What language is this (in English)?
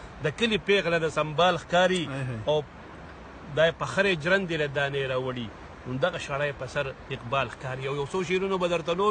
Pashto